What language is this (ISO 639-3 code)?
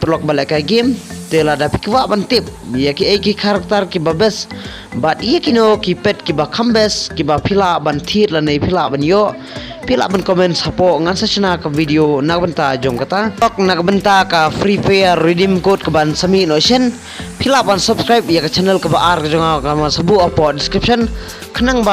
kha